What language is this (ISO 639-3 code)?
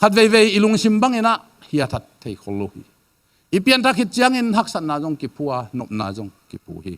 ctd